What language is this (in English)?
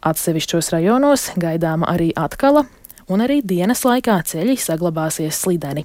Latvian